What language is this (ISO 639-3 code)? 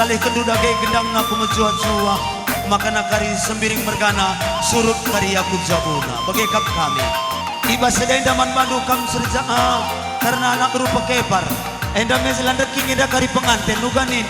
btx